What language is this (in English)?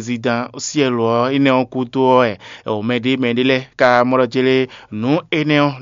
Fon